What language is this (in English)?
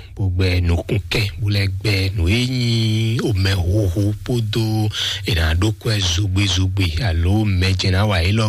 Fon